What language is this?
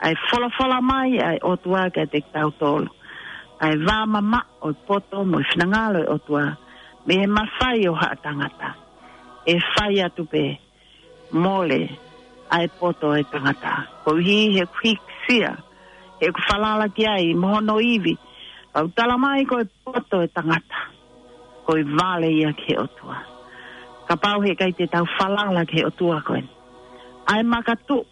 Tongan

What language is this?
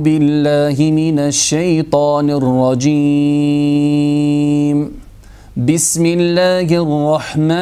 Bosnian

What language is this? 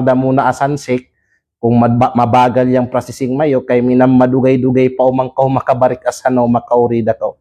Kalagan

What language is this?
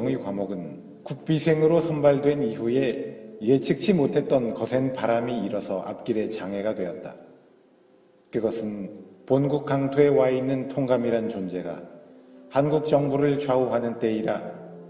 Korean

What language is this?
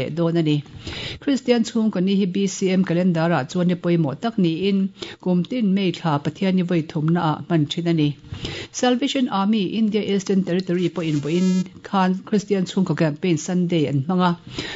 Mizo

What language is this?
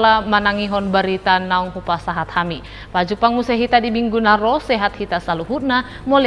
Batak Toba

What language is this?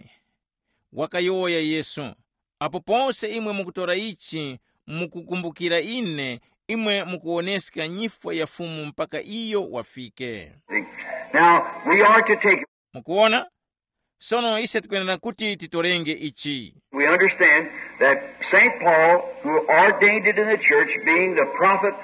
Tumbuka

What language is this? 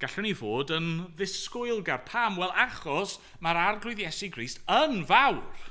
Welsh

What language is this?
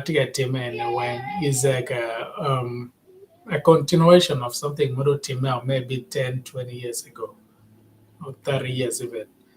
Acoli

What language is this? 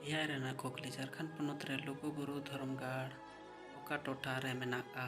Santali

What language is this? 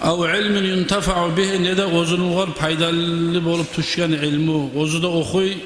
Kumyk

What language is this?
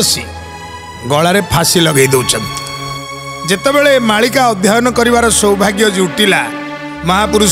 Odia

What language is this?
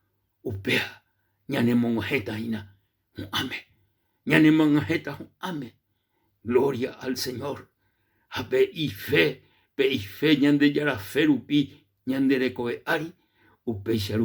Guarani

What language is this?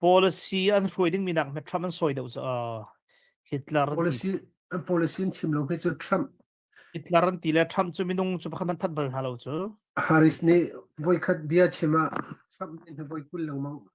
Hakha Chin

